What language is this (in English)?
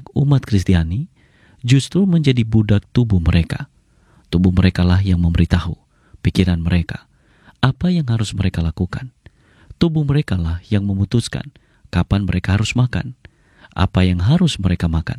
Indonesian